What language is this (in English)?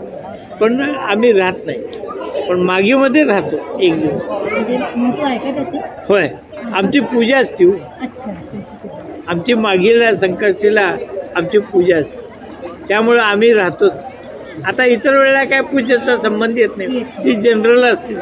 Marathi